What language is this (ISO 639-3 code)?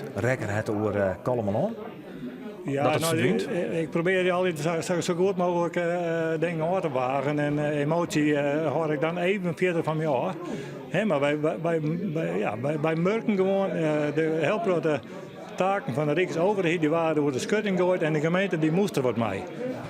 fry